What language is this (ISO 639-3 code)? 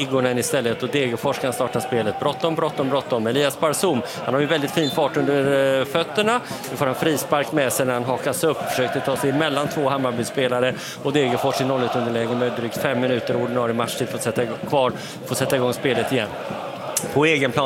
swe